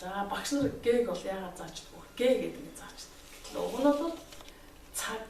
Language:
Mongolian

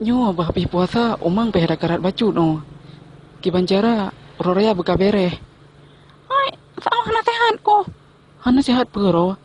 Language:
Achinese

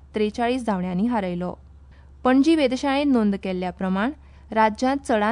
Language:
Konkani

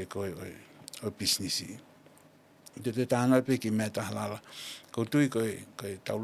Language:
Tongan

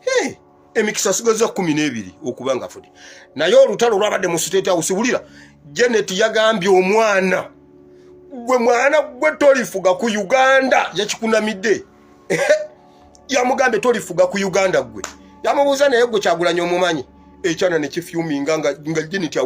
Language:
Ganda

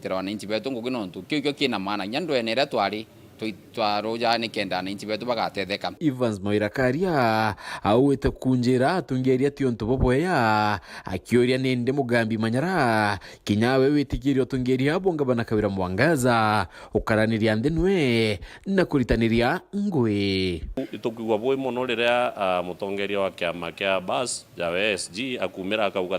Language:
Meru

